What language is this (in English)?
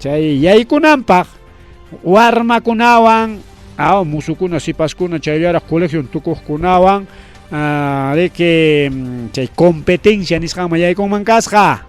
Ayacucho Quechua